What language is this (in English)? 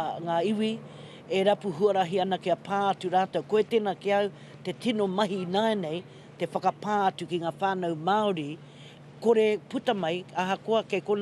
Māori